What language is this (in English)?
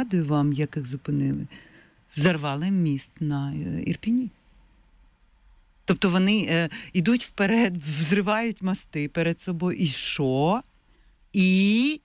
Ukrainian